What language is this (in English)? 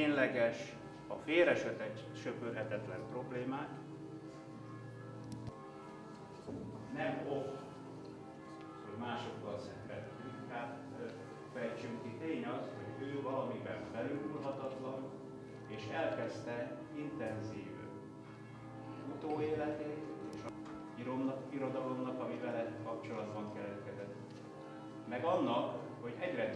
Hungarian